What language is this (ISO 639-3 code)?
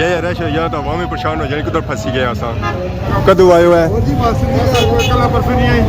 phr